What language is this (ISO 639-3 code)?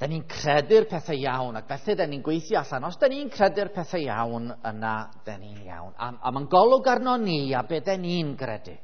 cym